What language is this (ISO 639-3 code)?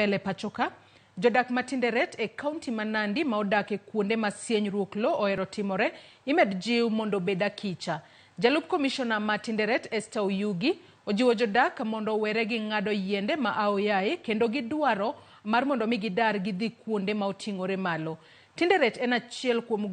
luo